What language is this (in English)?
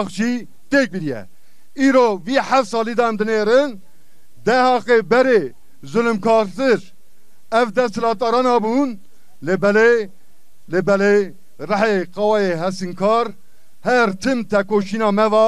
Kurdish